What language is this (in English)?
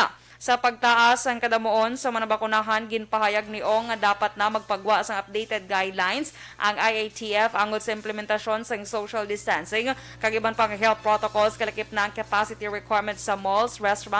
Hiligaynon